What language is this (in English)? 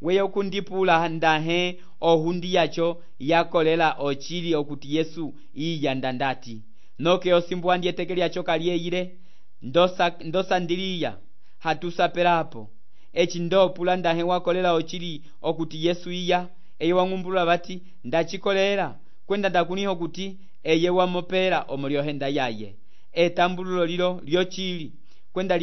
Umbundu